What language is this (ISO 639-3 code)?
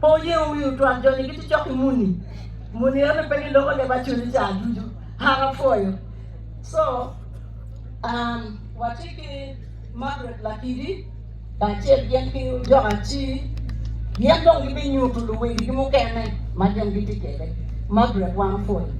ach